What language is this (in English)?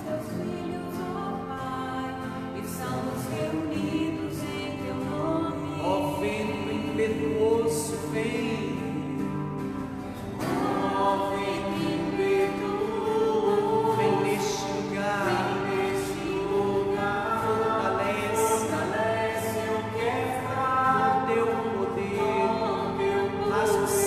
Portuguese